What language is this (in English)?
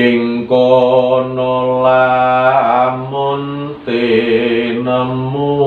Javanese